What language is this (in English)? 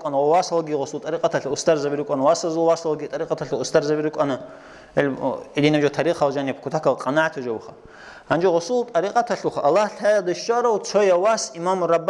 Avaric